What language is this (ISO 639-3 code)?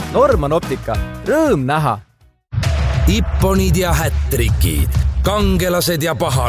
est